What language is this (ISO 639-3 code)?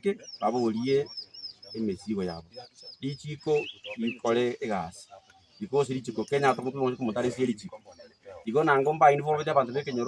guz